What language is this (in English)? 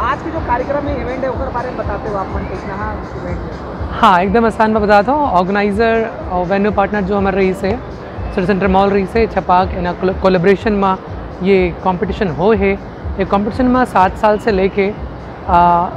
Chhattisgarhi